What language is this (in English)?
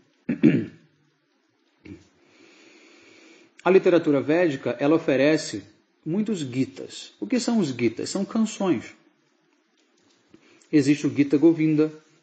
Portuguese